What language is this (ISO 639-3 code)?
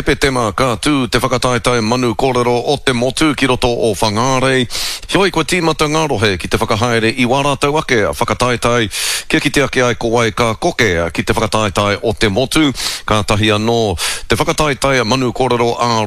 mri